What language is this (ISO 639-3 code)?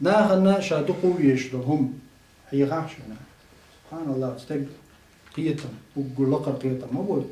che